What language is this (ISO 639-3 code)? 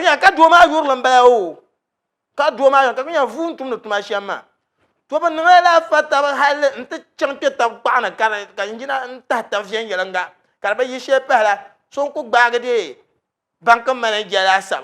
dag